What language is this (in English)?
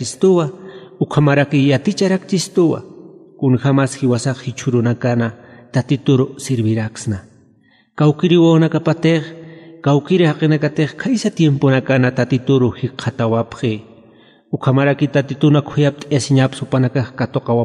Aymara